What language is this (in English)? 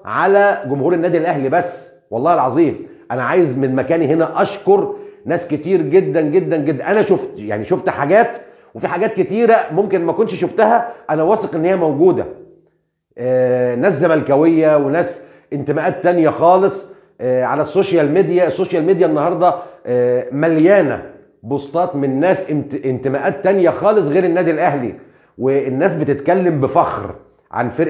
Egyptian Arabic